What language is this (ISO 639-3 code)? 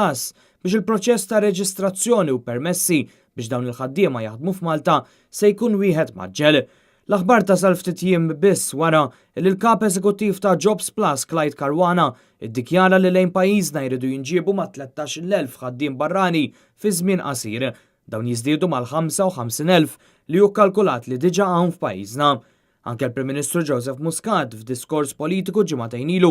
mlt